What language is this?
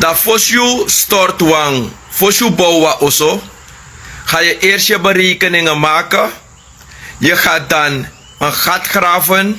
Sranan Tongo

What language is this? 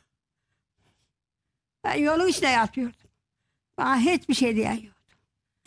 Turkish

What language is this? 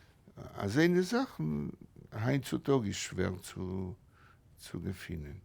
Yiddish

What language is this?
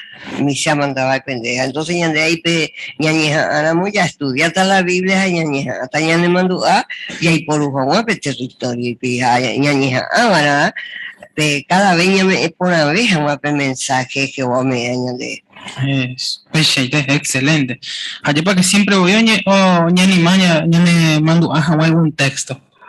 Guarani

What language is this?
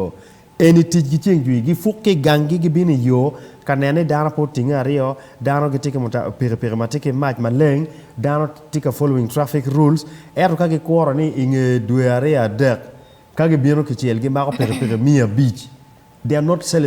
Acoli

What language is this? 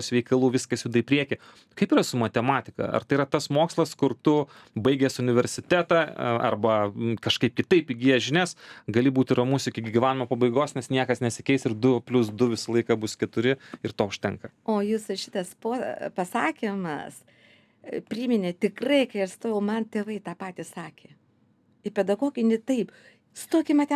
Lithuanian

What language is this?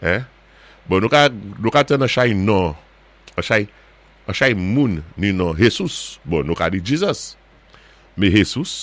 Saint Lucian Creole French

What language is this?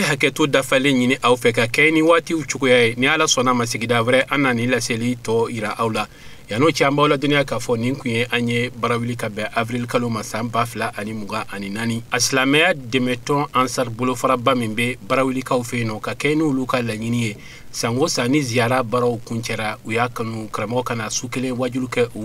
Bambara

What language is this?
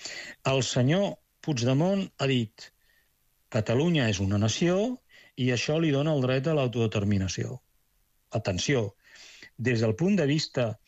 Catalan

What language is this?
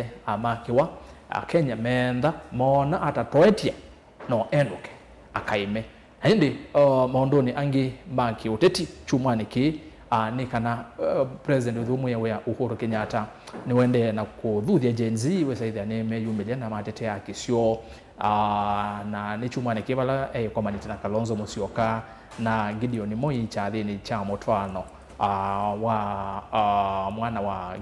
Kamba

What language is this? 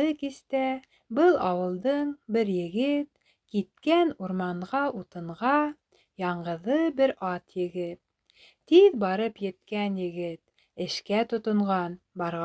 Bashkir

